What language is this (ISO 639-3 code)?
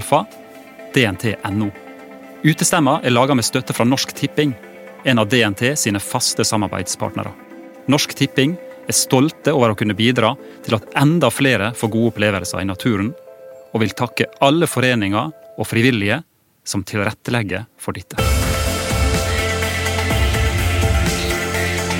nor